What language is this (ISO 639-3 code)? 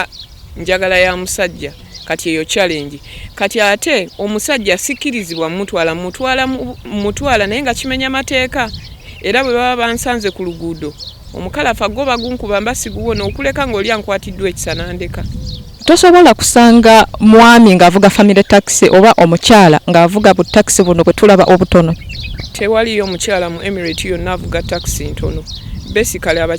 lug